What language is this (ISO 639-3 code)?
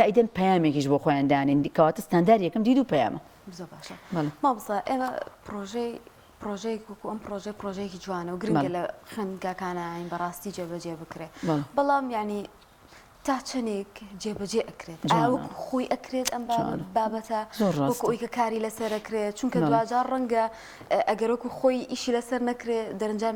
ckb